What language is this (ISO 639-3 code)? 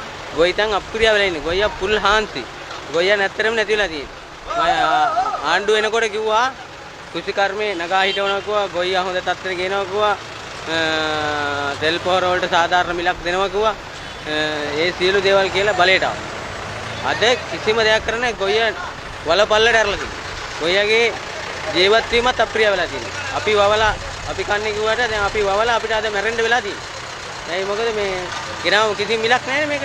sin